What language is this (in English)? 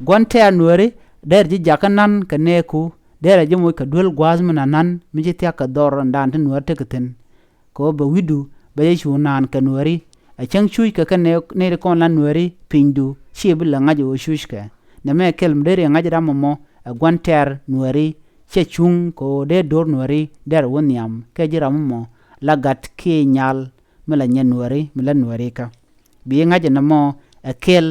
Nuer